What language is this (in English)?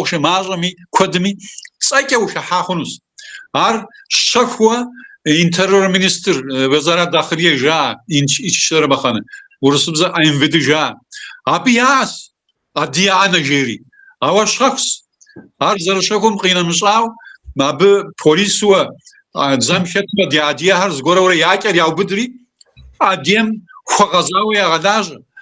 Kabardian